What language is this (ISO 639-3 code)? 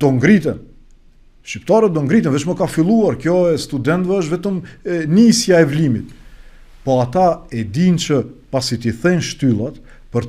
sqi